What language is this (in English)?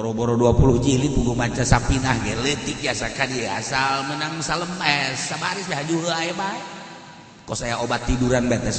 Sundanese